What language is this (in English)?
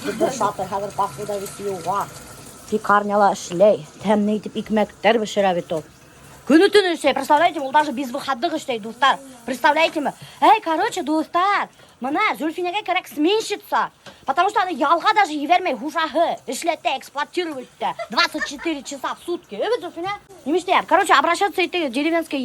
Bashkir